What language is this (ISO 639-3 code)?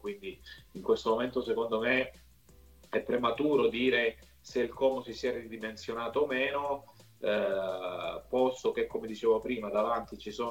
ita